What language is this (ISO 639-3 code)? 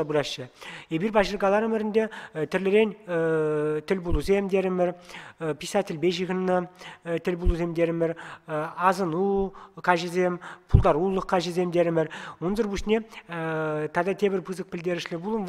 chv